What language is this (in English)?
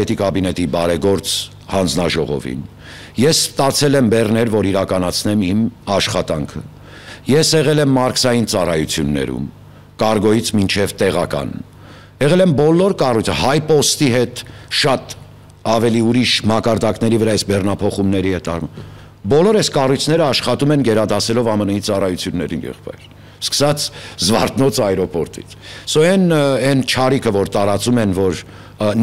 Armenian